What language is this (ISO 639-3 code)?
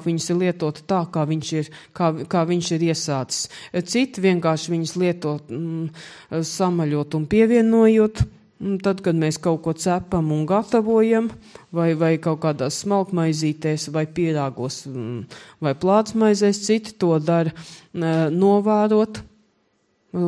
lav